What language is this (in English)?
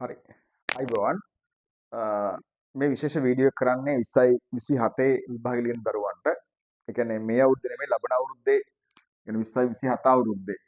Sinhala